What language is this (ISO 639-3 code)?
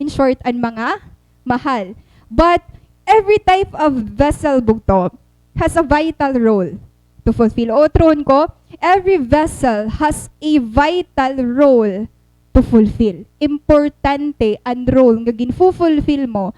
war